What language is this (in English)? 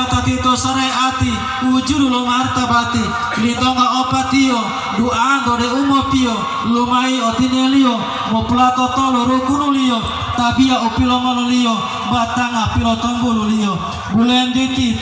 Gorontalo